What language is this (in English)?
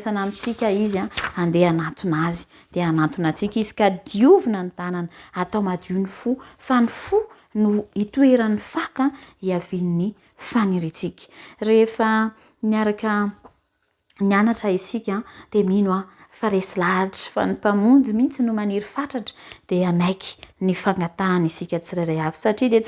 Malagasy